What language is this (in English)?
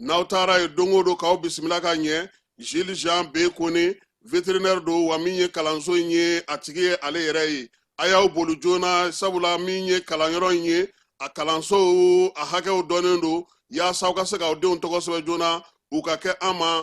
Bambara